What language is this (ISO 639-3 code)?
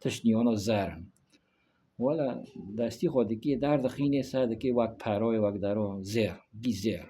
kur